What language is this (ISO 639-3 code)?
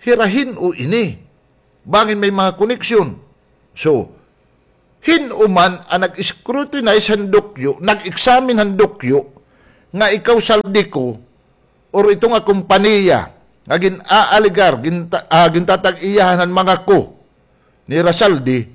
war